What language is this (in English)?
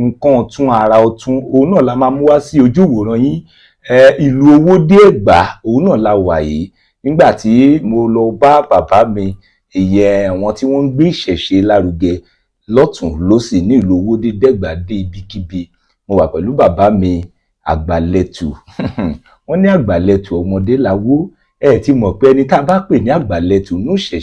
Yoruba